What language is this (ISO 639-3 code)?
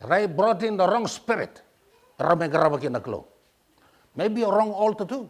fij